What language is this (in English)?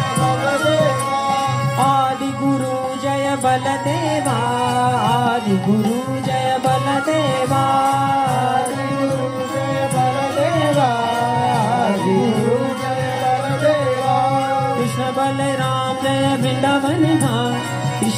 Hindi